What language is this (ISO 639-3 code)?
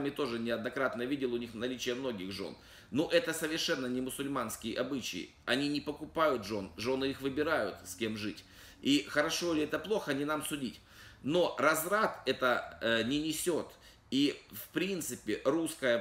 rus